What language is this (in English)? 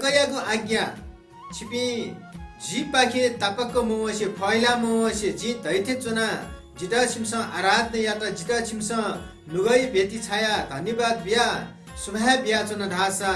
Newari